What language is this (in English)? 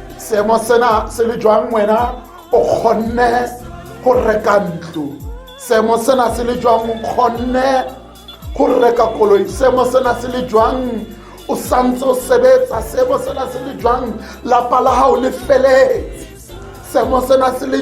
Tswana